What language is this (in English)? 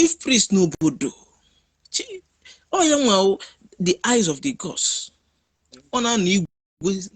Igbo